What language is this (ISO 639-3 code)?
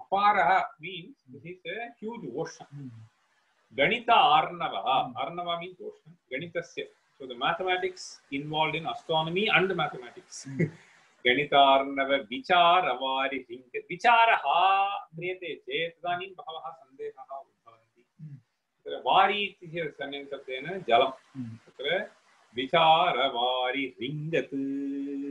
san